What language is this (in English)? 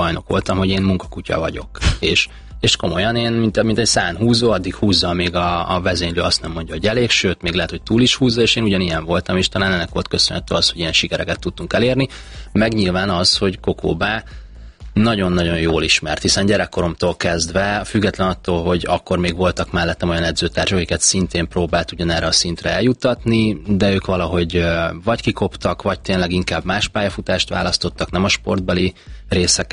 Hungarian